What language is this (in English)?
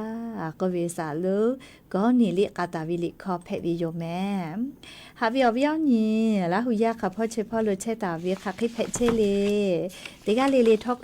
Lahu